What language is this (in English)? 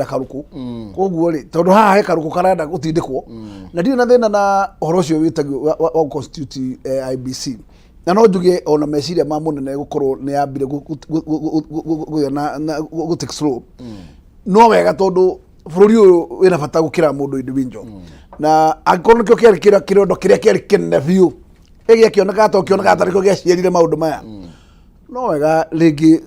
Kikuyu